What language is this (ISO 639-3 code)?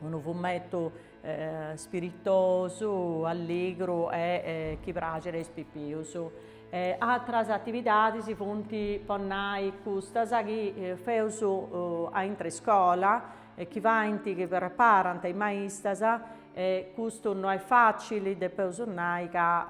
srd